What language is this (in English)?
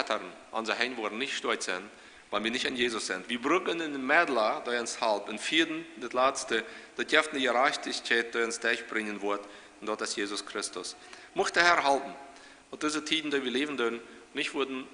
Plautdietsch